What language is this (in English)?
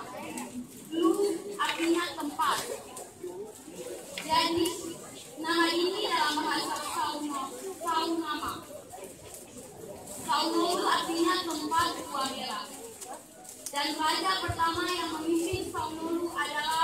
Indonesian